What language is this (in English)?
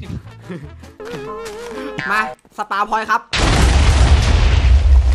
Thai